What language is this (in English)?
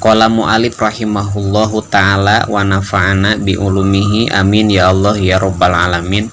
Sundanese